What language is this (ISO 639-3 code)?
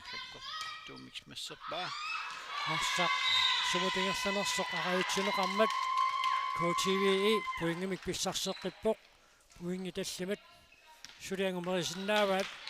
kal